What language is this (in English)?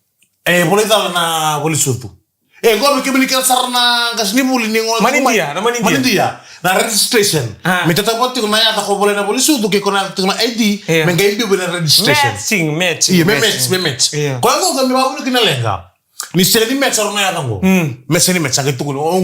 Fijian